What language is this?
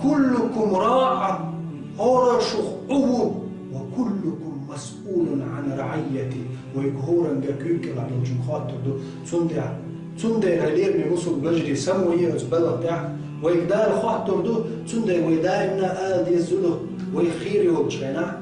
Chechen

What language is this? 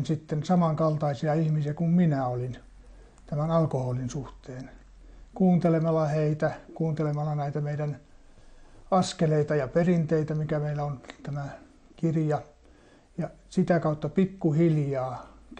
Finnish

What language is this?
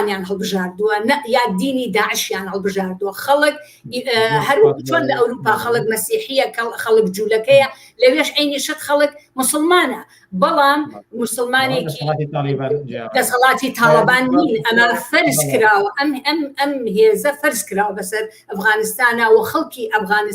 Central Kurdish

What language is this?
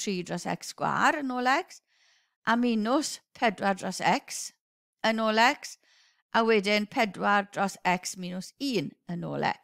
Welsh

